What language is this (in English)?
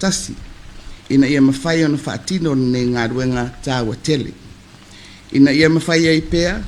Samoan